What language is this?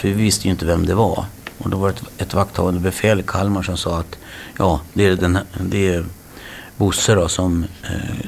Swedish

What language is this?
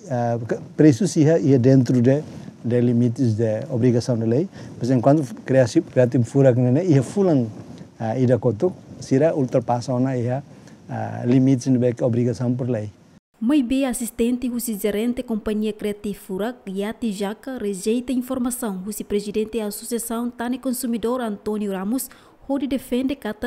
Tetum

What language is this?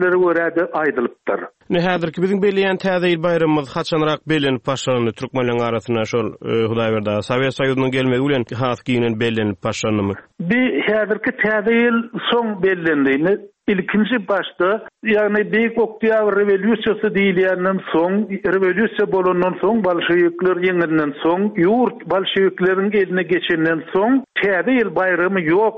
Turkmen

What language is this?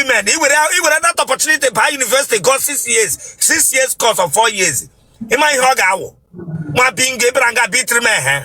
Igbo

